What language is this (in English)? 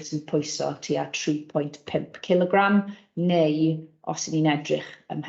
Welsh